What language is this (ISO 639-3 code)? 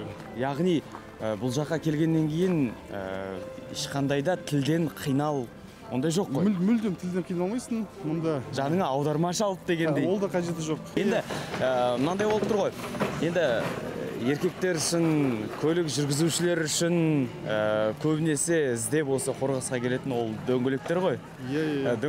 kaz